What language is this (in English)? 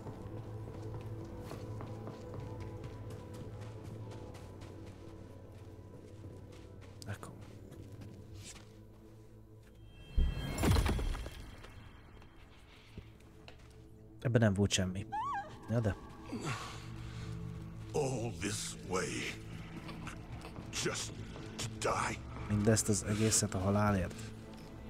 Hungarian